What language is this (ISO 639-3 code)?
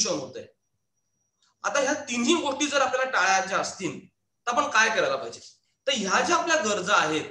mar